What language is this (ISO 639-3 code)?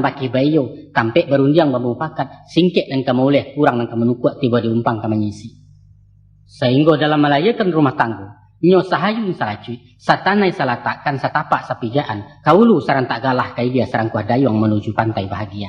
min